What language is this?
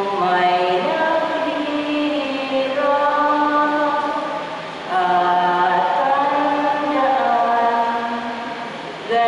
Filipino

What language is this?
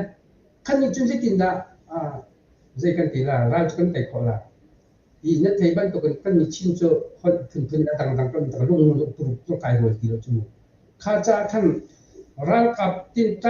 Hakha Chin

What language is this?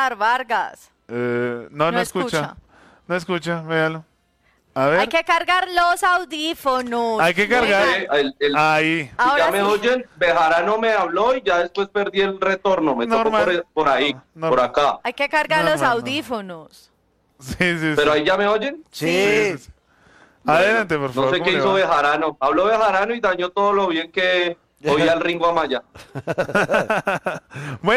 Spanish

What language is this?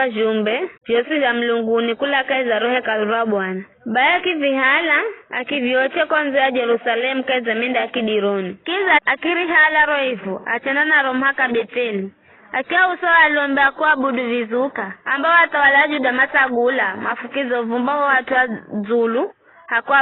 Giryama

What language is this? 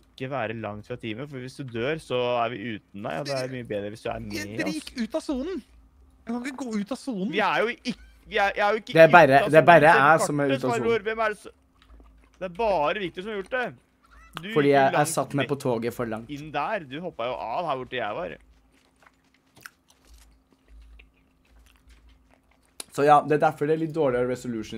Norwegian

